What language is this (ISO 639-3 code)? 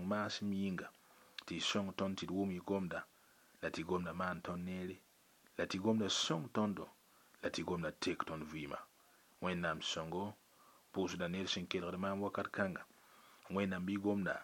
mos